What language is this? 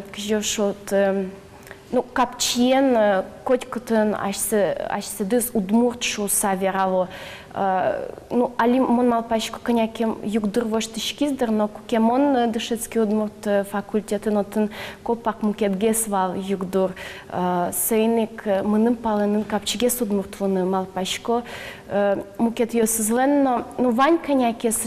Udmurt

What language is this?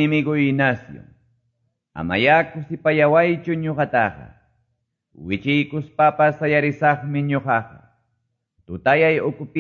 Quechua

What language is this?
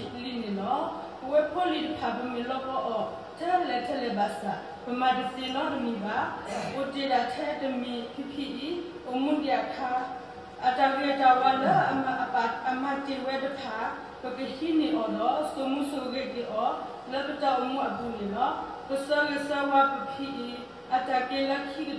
S'gaw Karen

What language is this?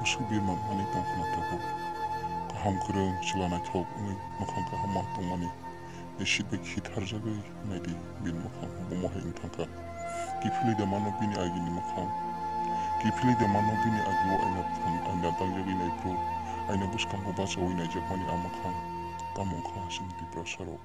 Kok Borok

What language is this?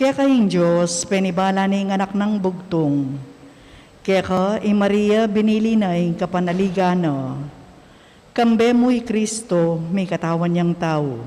Pampanga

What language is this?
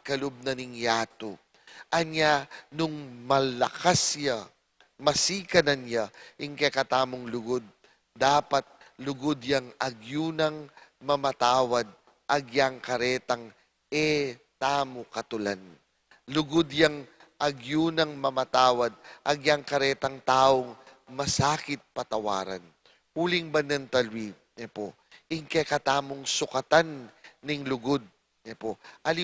Pampanga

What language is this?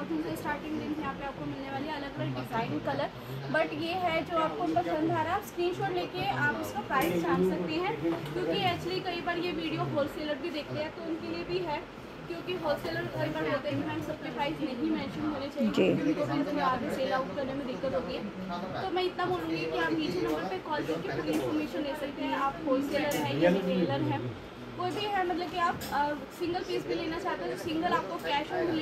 Hindi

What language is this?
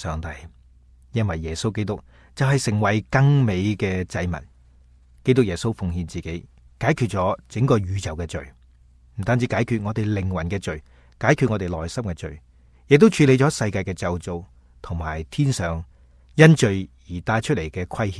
Cantonese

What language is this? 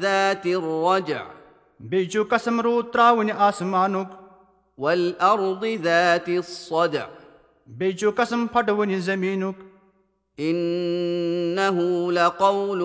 Kashmiri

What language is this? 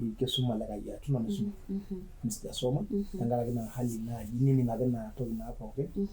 Masai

